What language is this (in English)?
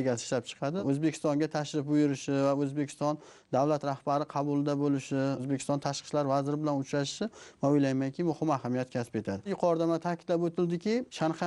Uzbek